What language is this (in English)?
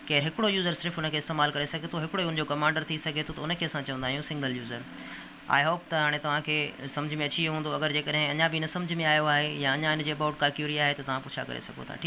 Sindhi